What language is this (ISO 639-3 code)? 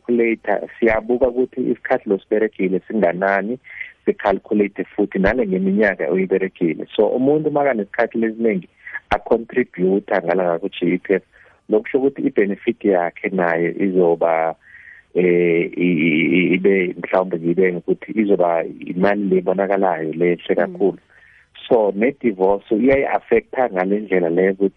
nbl